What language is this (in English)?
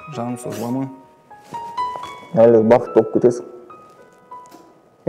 Kazakh